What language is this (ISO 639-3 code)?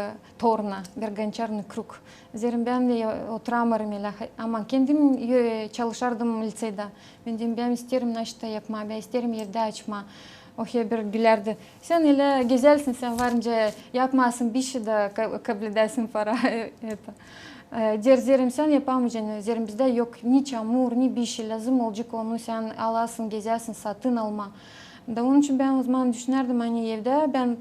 gag